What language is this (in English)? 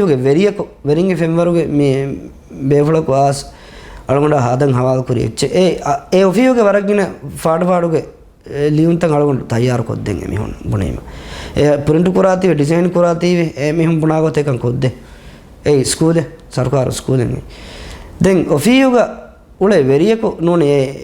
Divehi